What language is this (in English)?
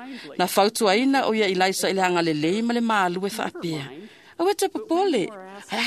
Samoan